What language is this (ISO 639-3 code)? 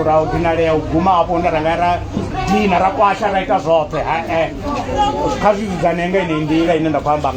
ven